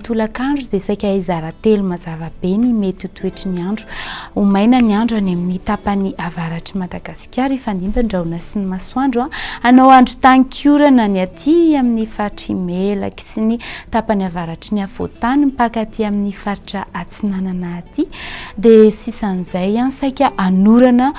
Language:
Malagasy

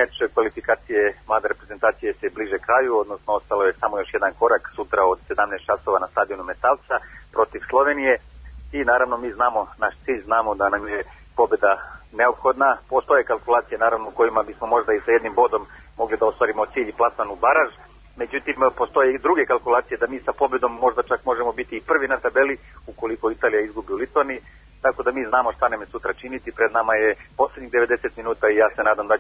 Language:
Serbian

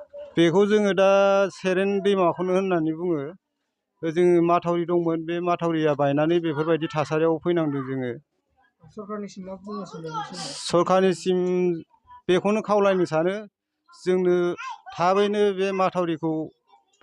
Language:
Bodo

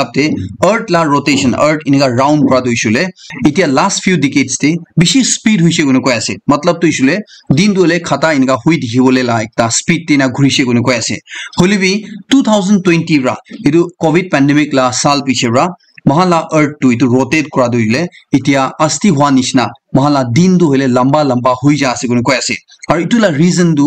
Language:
Naga Pidgin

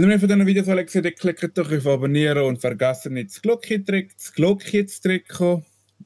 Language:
Swiss German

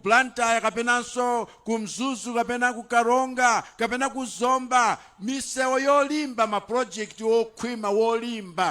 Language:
Nyanja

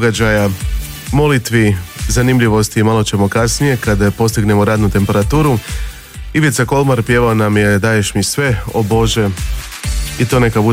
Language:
Croatian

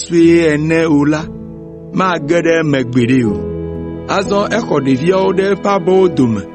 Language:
Ewe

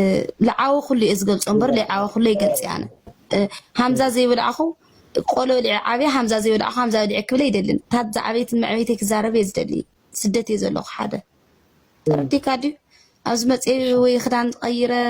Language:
Tigrinya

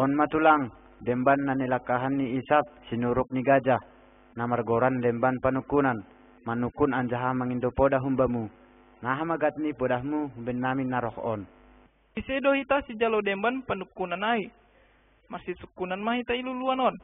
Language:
Batak Simalungun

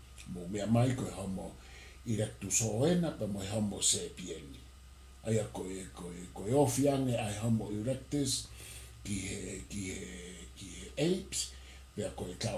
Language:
Tongan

